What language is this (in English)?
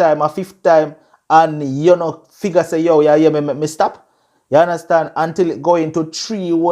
Jamaican Creole English